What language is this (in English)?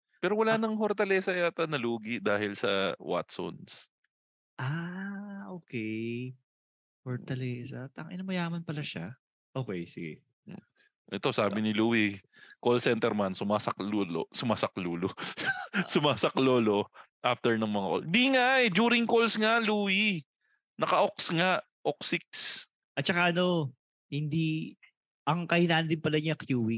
Filipino